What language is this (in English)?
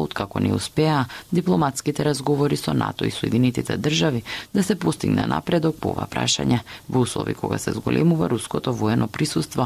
Macedonian